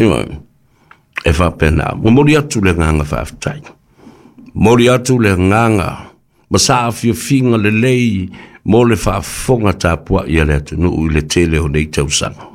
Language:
Samoan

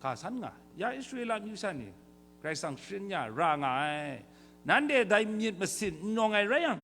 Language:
Kachin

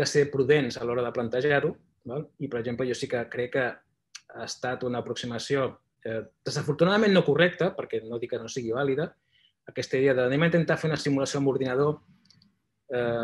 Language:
Catalan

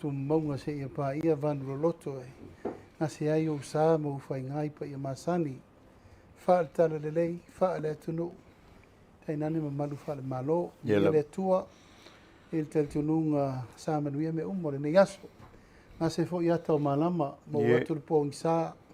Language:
Samoan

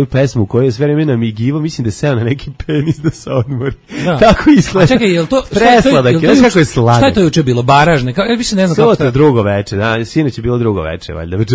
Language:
Serbian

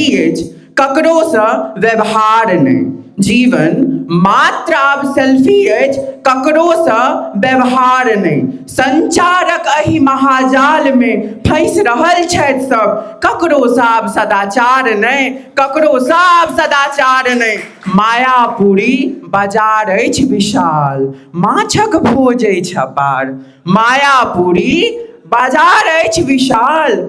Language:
Maithili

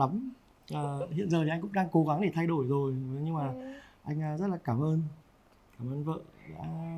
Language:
Vietnamese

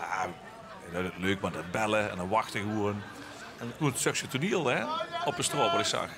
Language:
Limburgish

